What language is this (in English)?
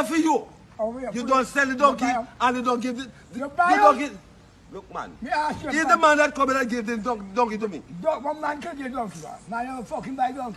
Jamaican Creole English